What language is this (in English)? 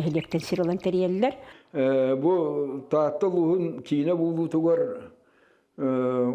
Yakut